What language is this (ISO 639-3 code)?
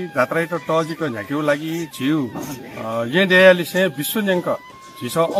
new